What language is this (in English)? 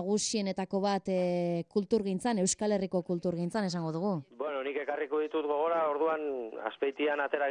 Basque